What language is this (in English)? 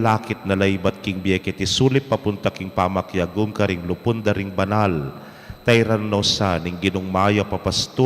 Pampanga